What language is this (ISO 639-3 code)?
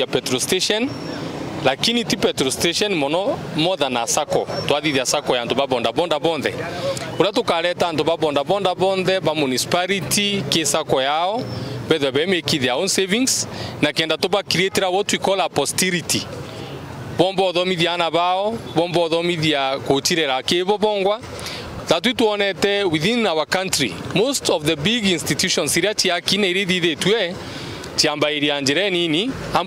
mer